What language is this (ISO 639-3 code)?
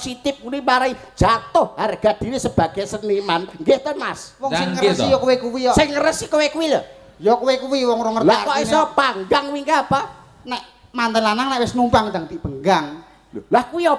jav